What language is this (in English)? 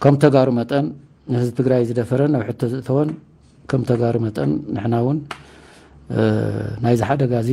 Tigrinya